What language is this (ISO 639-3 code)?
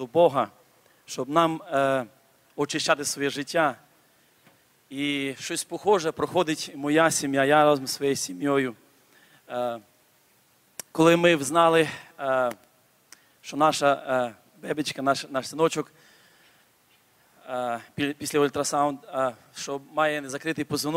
ukr